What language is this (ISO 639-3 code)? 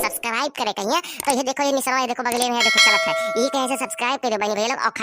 awa